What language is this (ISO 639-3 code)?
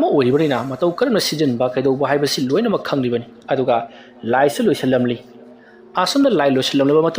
mni